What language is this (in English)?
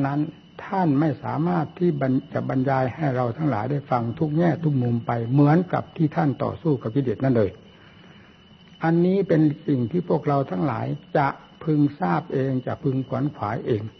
Thai